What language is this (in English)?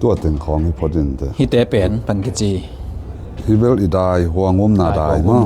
Tedim Chin